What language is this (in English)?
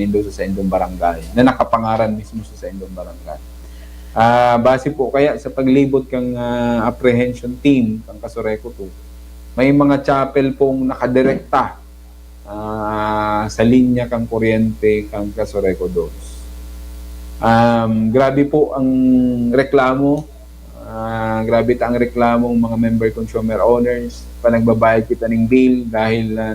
Bikol